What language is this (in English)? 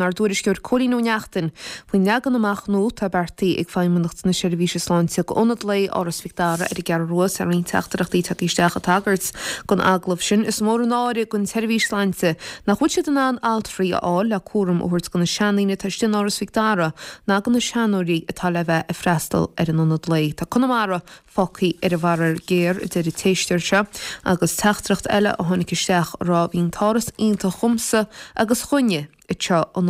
Irish